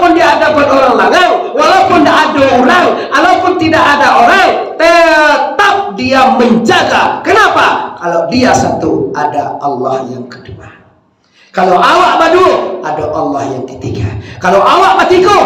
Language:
Minangkabau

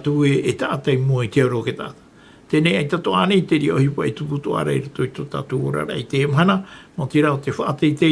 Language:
Tahitian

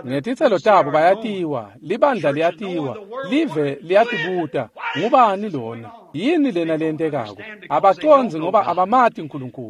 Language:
Swati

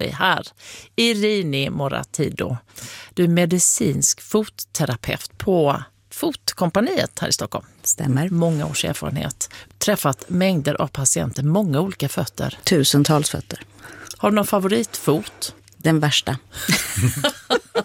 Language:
Swedish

